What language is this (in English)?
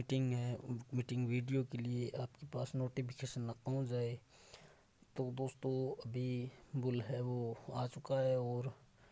Hindi